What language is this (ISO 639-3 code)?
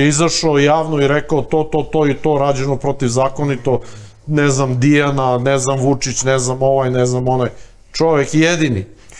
srp